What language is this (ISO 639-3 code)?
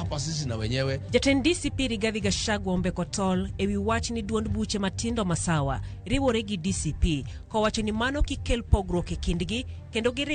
luo